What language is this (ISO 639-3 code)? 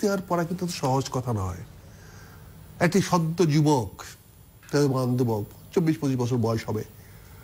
ben